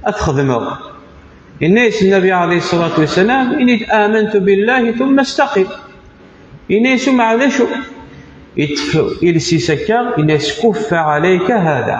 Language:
Kabyle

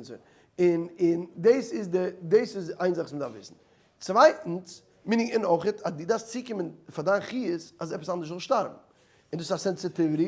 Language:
Yiddish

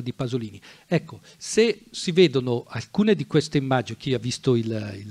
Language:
Italian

